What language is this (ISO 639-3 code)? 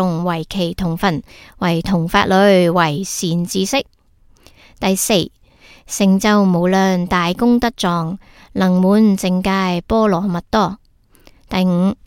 yue